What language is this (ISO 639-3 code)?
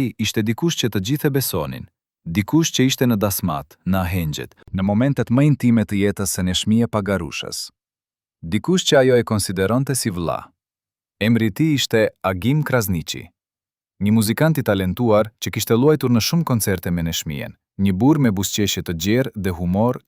sqi